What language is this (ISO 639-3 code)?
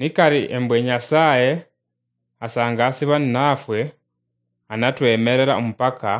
luy